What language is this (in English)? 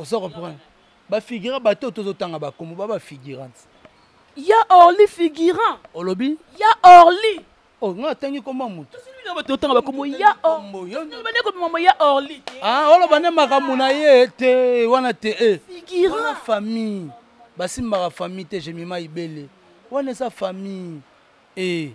Lingala